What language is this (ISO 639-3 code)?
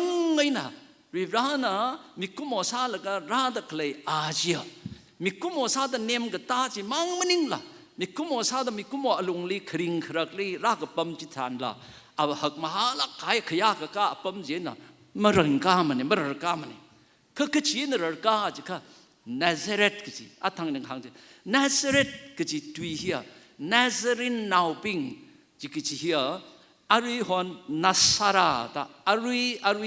nmf